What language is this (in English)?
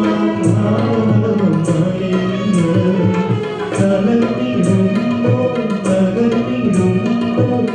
Malayalam